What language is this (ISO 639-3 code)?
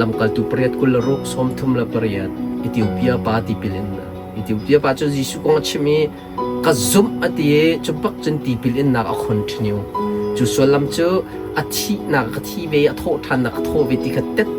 cnh